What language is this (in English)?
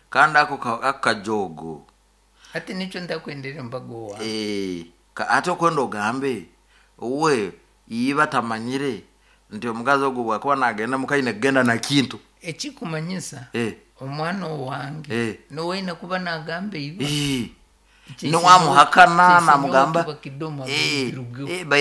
Nyoro